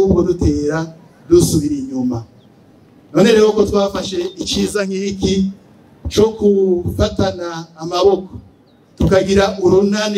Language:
Rundi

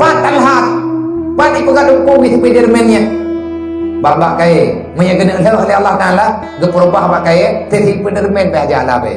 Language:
Achinese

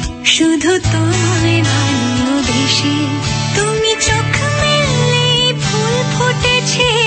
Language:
Bangla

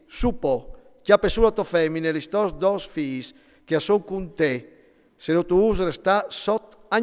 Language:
Friulian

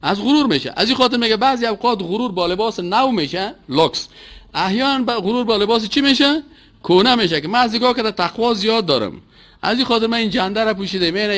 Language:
Persian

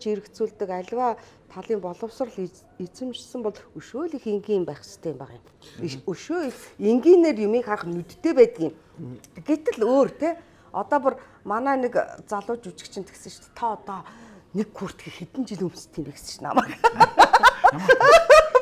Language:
Mongolian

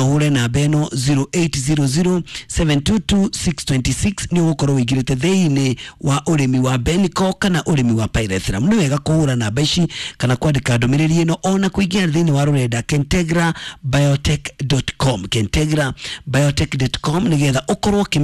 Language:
Kikuyu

